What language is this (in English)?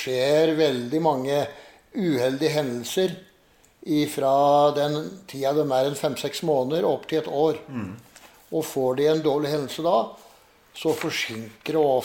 Norwegian